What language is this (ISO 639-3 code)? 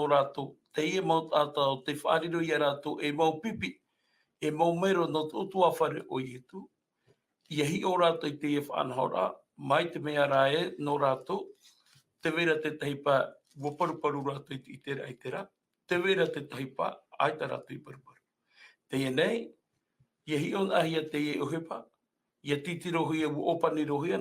tah